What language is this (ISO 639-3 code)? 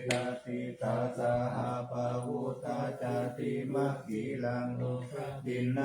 pli